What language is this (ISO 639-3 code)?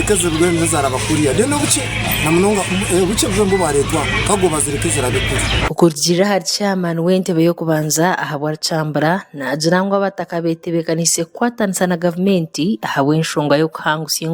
nyn